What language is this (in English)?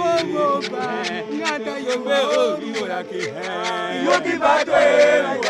Lingala